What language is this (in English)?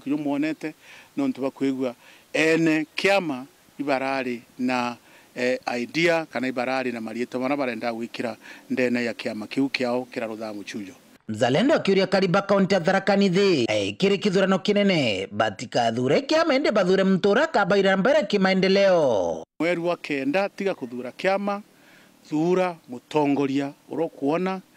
Meru